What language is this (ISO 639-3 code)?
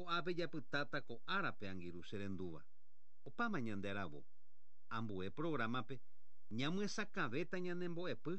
grn